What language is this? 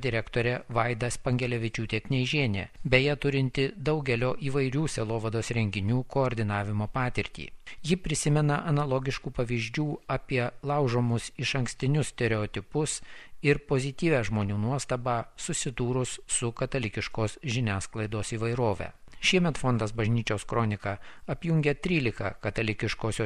Lithuanian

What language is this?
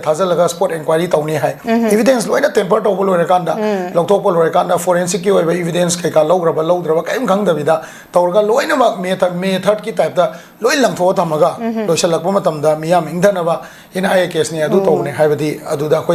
Manipuri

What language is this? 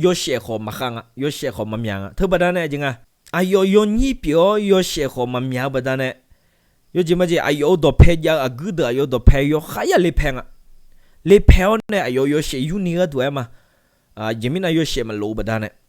Akha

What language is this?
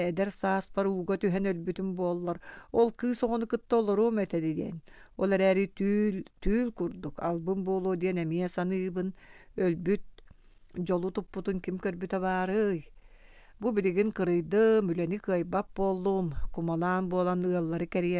Yakut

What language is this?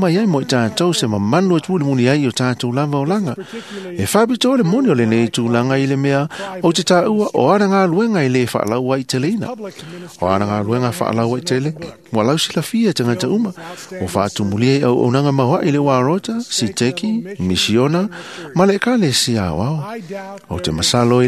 Samoan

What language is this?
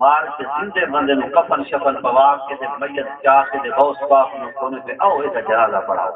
Saraiki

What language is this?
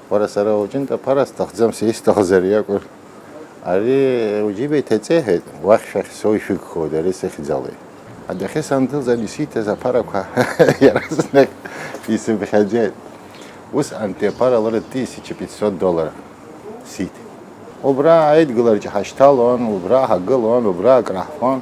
Abkhazian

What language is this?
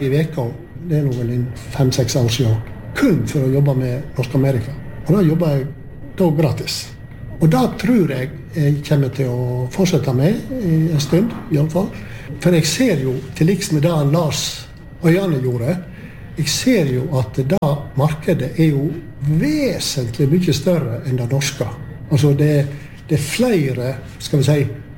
Norwegian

